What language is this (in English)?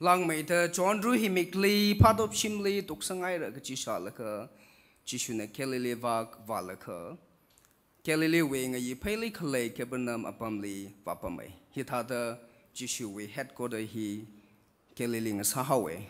Tangkhul Naga (India)